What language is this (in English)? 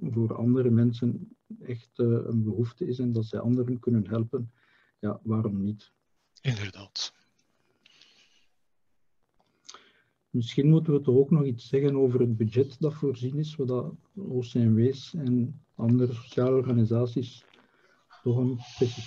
Dutch